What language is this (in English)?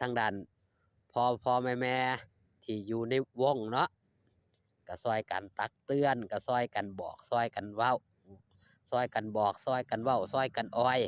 Northeastern Thai